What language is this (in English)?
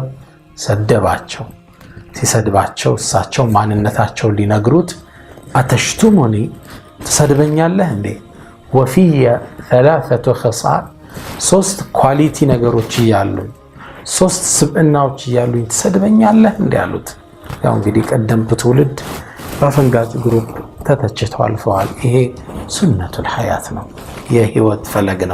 Amharic